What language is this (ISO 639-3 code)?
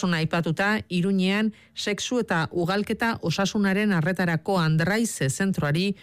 eus